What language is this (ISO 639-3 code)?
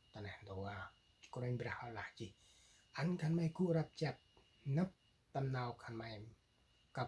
cmo